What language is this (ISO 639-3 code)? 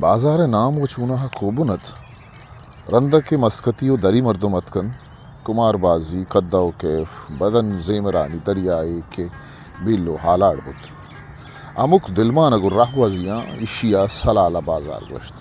bgp